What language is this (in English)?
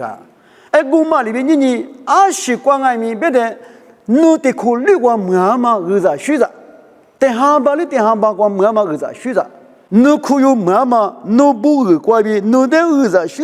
Lisu